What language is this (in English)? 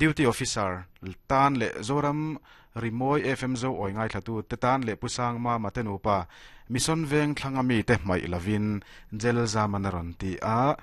Mizo